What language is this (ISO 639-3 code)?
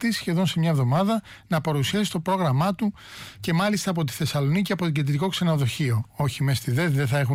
ell